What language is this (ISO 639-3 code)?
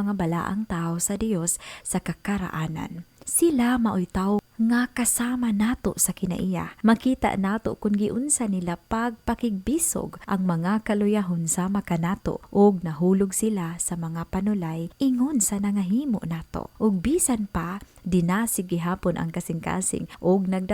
ceb